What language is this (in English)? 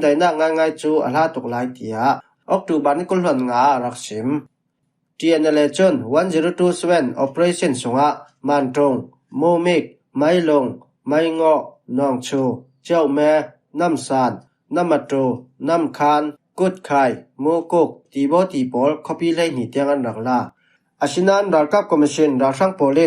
Falam Chin